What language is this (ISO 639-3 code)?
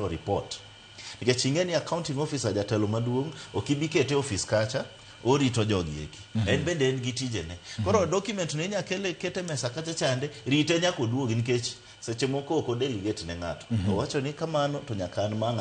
luo